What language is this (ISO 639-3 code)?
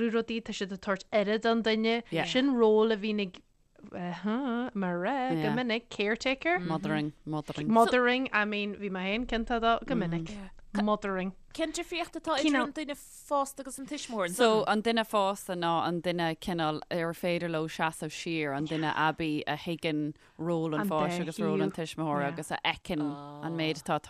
gle